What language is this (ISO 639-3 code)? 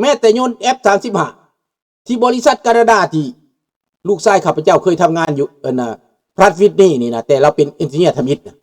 lao